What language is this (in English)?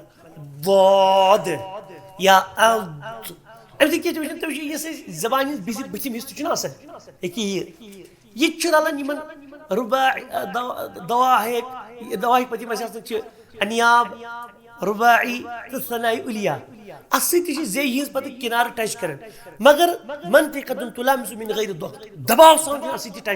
Kashmiri